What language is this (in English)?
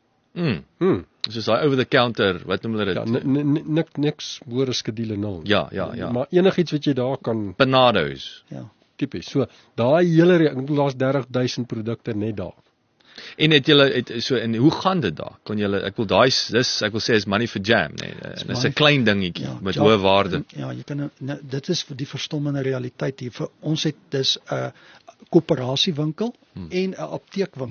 Afrikaans